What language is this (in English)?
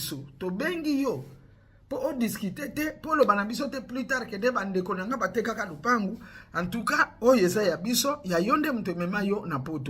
Lingala